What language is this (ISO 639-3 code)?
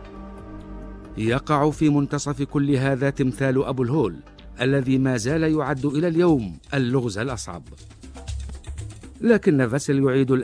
ara